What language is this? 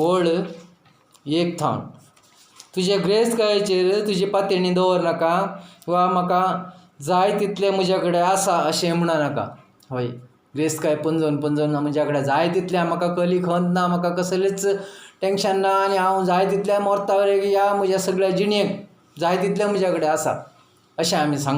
Konkani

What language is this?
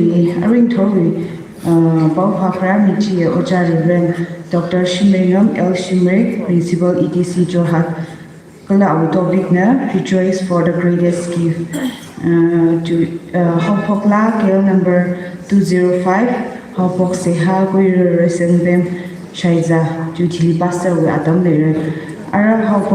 Tangkhul Naga (India)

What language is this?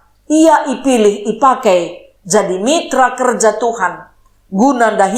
Batak Karo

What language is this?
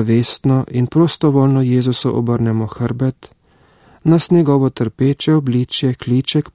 Slovenian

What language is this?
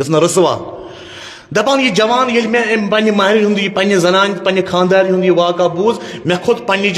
Kashmiri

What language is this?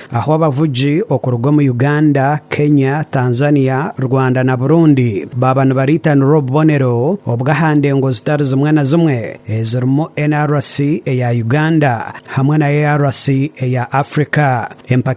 Nyankole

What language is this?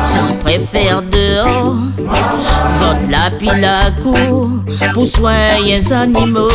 Réunion Creole French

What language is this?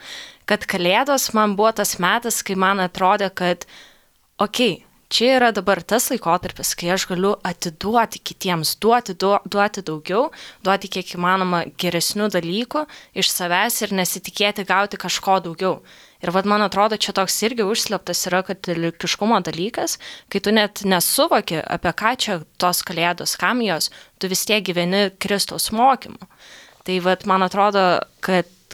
Lithuanian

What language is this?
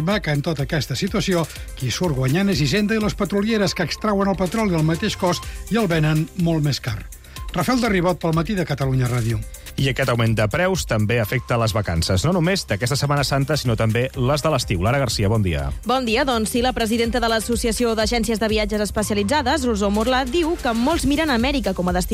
Catalan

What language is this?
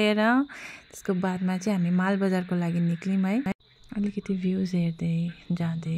Nepali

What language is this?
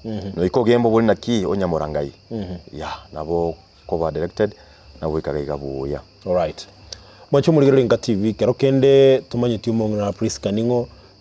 Gusii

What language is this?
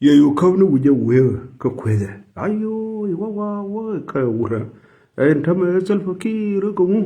Nuer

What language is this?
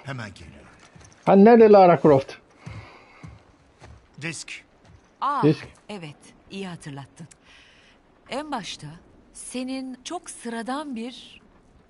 Turkish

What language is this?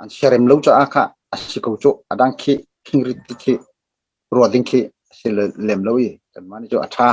Hakha Chin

